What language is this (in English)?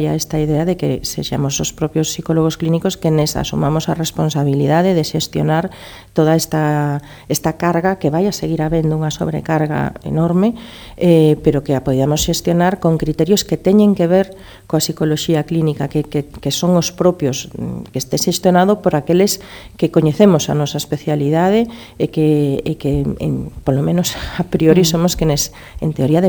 Galician